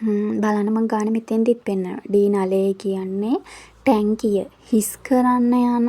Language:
Sinhala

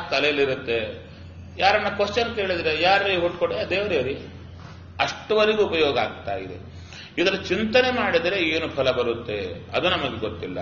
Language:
Kannada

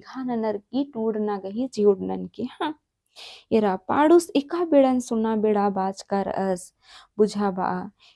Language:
Kurukh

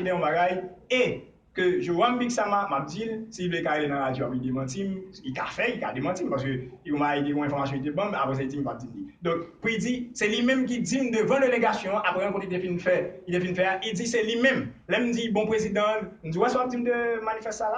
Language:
Haitian Creole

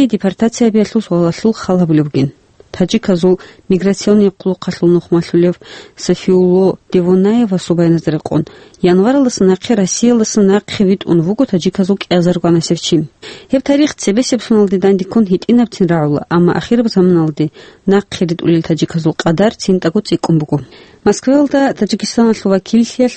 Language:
Avaric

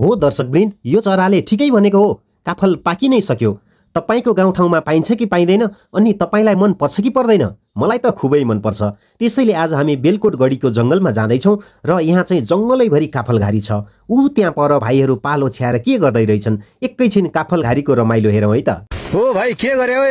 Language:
Nepali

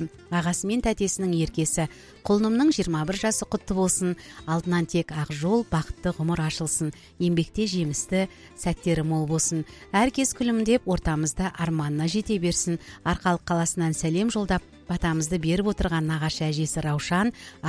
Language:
Kazakh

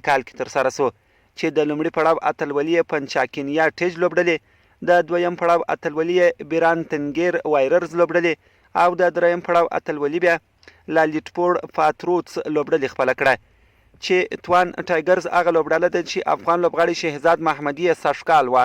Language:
Pashto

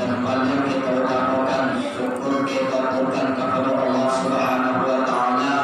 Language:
Minangkabau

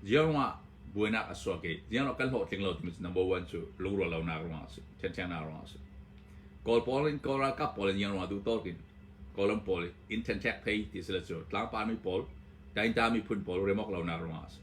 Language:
Hakha Chin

